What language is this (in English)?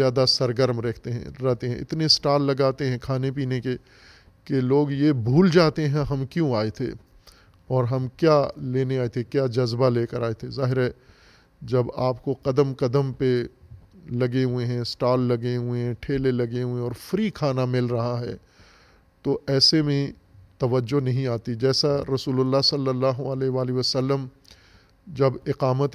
Urdu